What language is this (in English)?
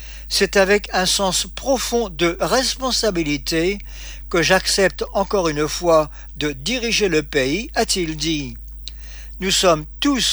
French